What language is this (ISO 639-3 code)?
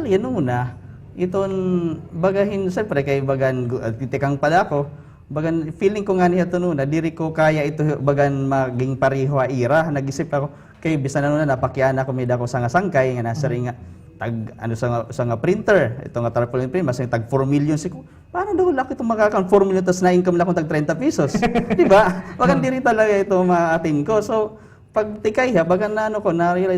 war